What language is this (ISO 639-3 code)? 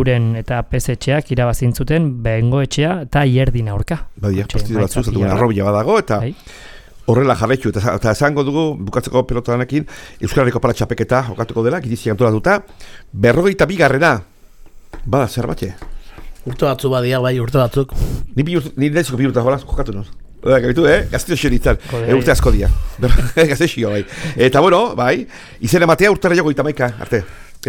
eus